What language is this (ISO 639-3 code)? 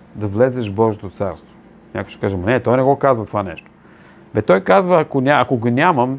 bul